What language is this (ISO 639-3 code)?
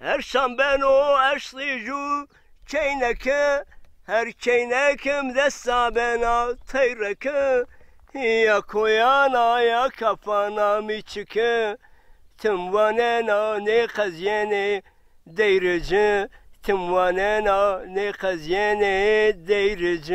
zza